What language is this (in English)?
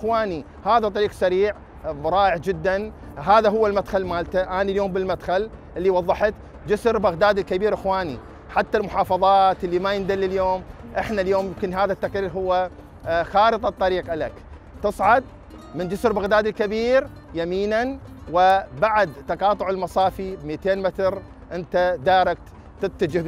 Mesopotamian Arabic